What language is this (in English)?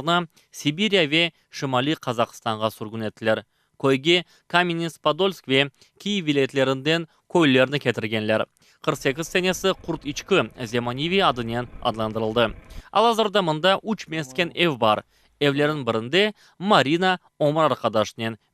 Crimean Tatar